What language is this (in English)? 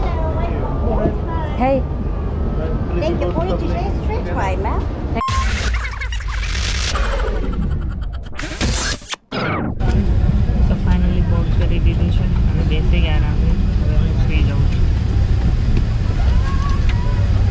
Gujarati